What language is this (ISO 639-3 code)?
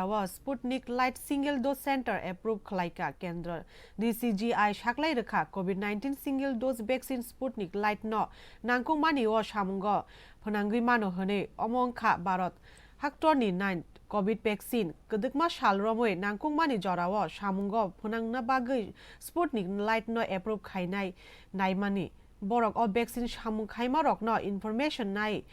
trp